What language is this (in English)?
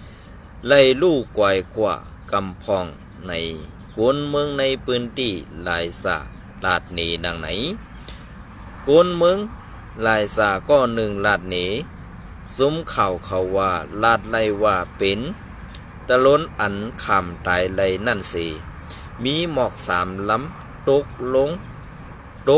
Shan